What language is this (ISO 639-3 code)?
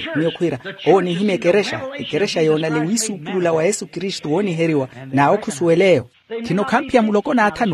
vmw